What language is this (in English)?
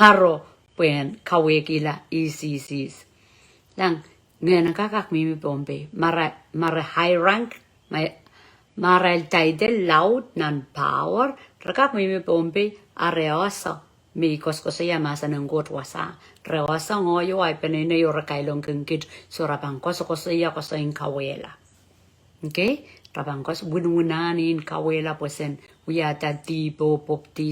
Pohnpeian